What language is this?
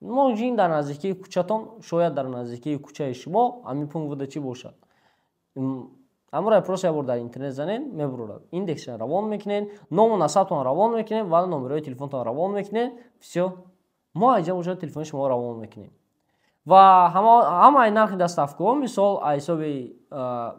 Tajik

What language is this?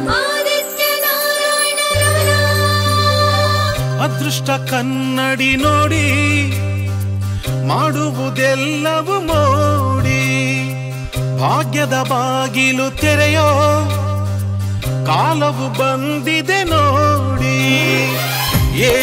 Kannada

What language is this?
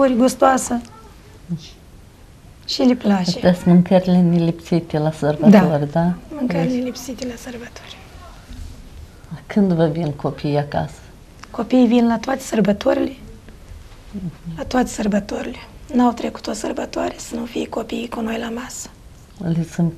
Romanian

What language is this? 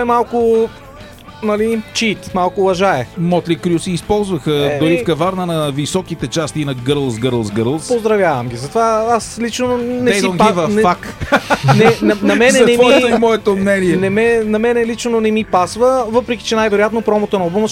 Bulgarian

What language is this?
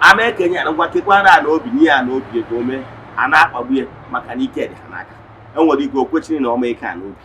Igbo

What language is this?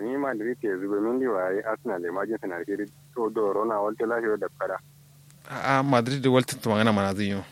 Kanuri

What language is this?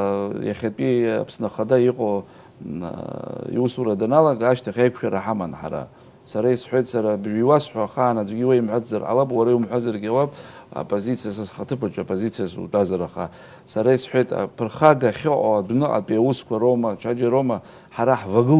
Abkhazian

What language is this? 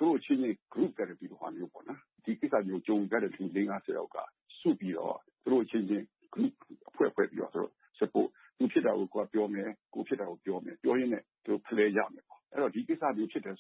Burmese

